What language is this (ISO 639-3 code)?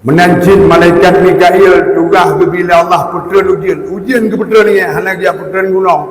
ace